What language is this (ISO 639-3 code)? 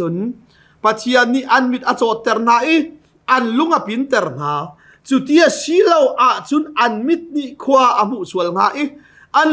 cnh